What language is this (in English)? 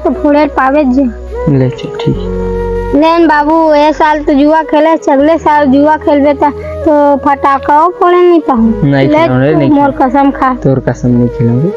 Chhattisgarhi